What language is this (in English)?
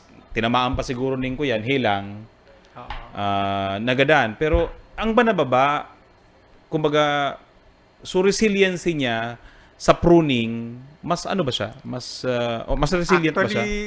Bikol